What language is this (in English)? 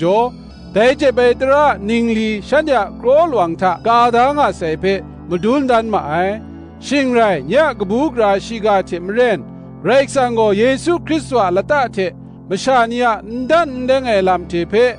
Kachin